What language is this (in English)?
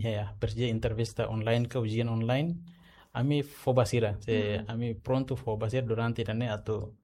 Tetum